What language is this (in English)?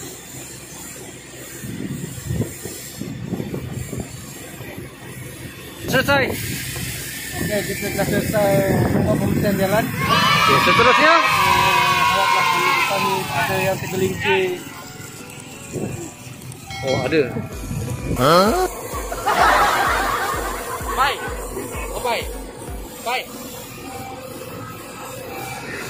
Malay